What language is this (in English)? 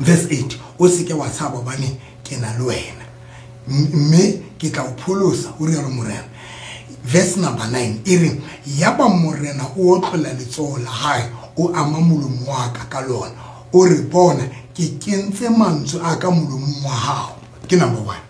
Southern Sotho